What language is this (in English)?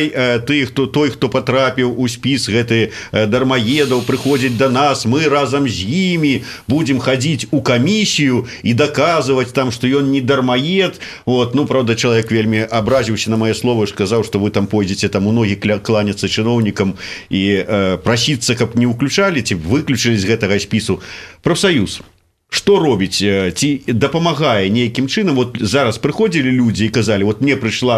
Belarusian